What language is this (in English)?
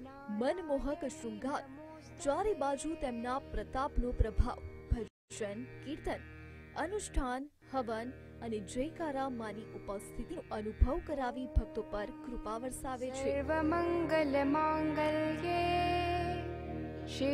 Gujarati